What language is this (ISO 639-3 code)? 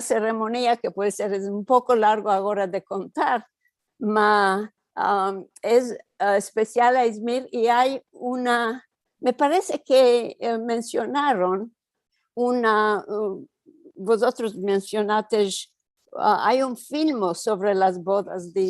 lad